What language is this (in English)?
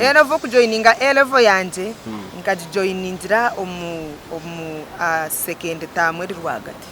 Nyankole